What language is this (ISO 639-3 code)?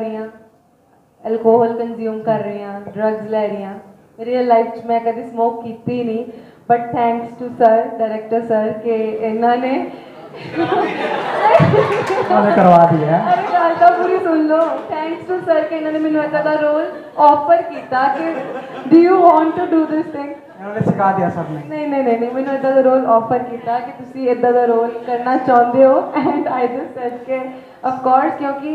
pan